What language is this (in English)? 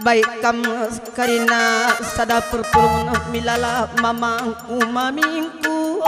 Batak Karo